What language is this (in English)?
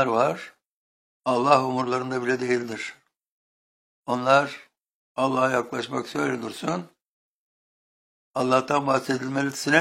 Turkish